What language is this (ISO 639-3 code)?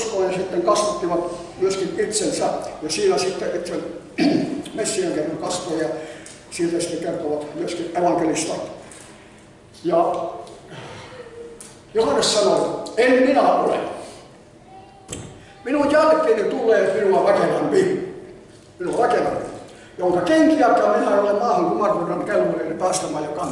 fin